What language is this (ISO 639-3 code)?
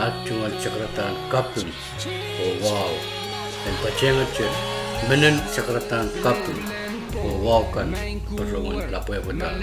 pon